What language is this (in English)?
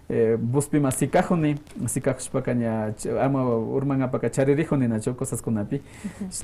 Quechua